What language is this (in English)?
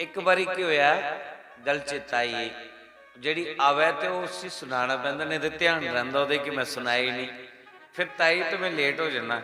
Dogri